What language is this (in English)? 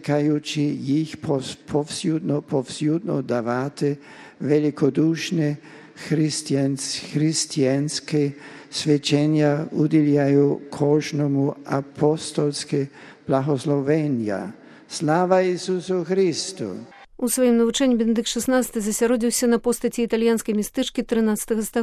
Belarusian